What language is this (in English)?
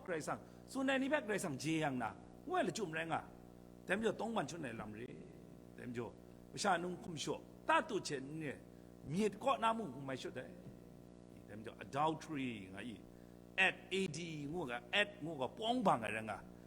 Kachin